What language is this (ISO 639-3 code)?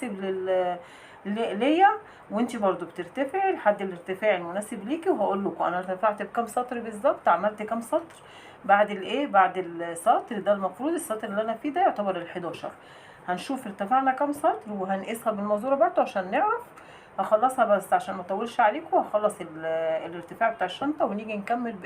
arz